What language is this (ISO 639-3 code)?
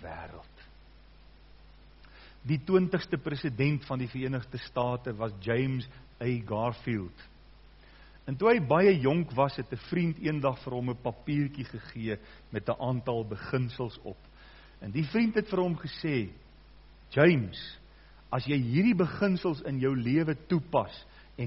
afr